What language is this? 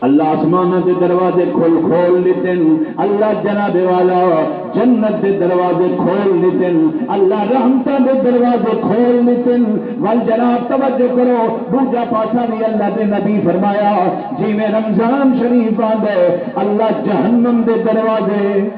Saraiki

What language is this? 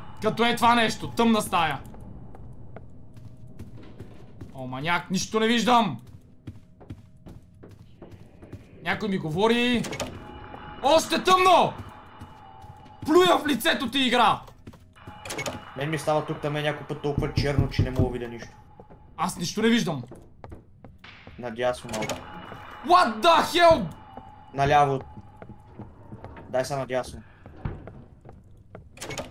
Bulgarian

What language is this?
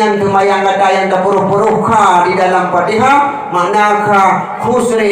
Achinese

